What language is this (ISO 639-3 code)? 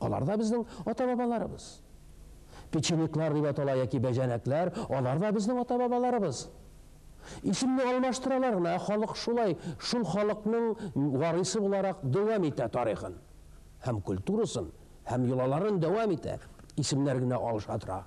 tat